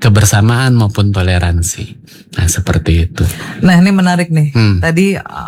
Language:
Indonesian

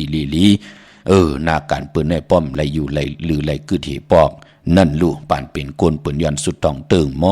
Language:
Shan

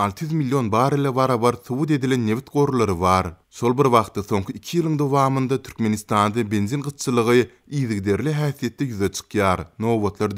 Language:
Turkmen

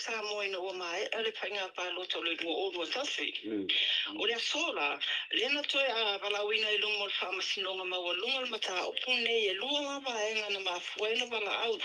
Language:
Samoan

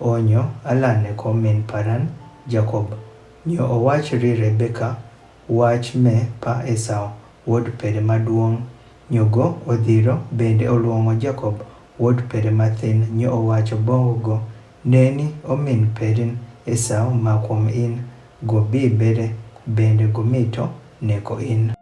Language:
Adhola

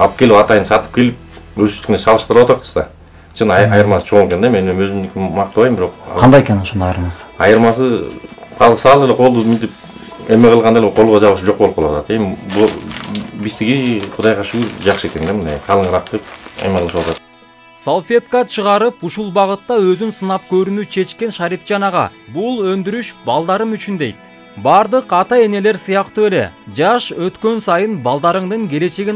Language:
Kyrgyz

